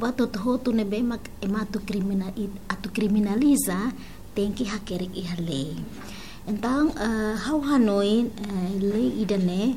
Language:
Tetum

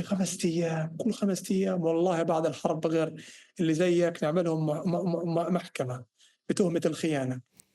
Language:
North Levantine Arabic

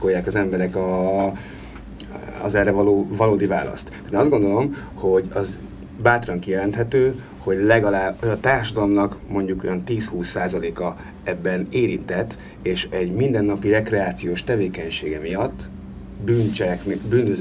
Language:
Hungarian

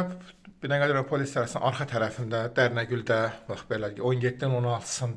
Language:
Azerbaijani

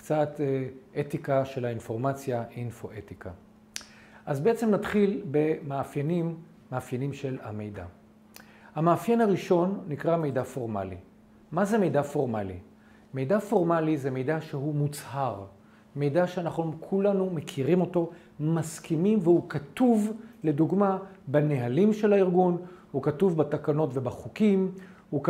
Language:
Hebrew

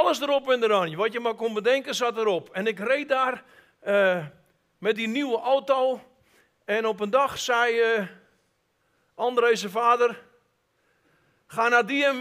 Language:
Dutch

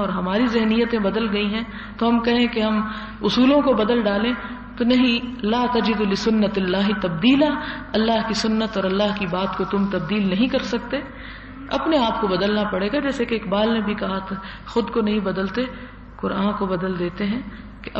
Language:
Urdu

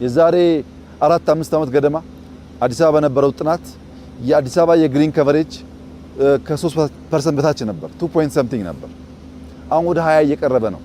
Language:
Amharic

